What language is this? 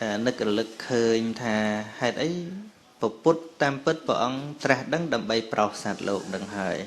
Khmer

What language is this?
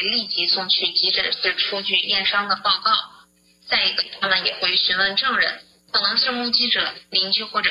Chinese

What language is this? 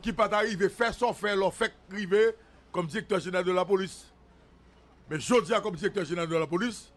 Haitian Creole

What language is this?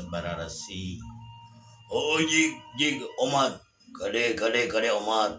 Sundanese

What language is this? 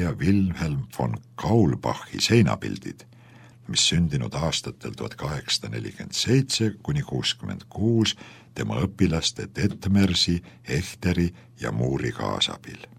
Estonian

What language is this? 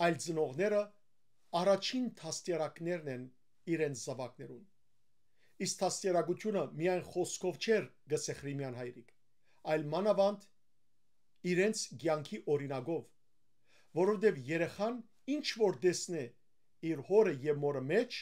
Western Armenian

